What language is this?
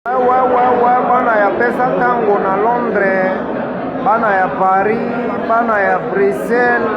Lingala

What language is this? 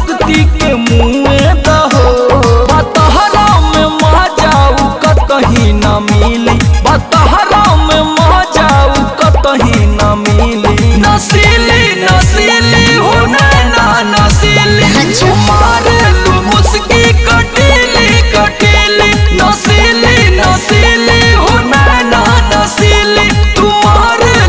Bhojpuri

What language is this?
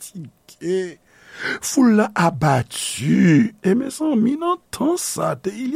Haitian Creole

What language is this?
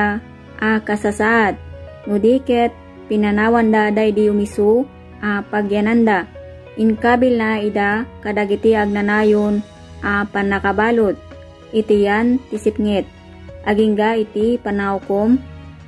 Iloko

